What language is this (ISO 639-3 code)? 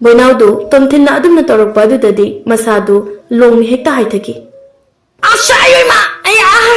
mni